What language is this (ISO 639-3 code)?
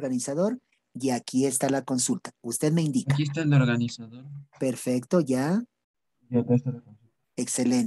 spa